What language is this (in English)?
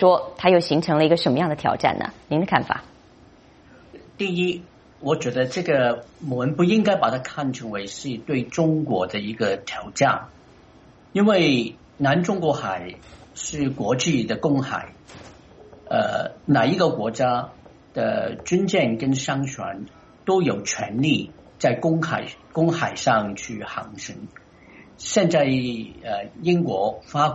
Chinese